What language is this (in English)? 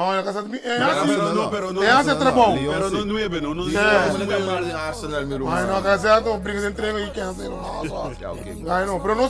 Papiamento